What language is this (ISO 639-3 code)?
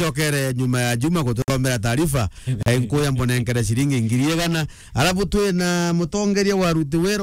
mer